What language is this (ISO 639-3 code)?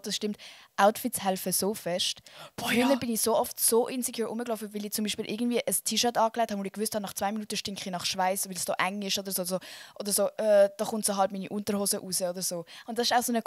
gsw